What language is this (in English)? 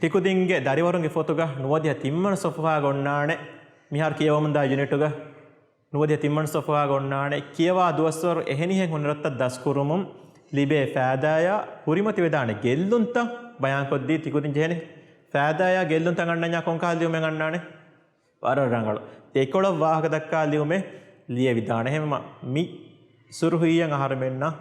Divehi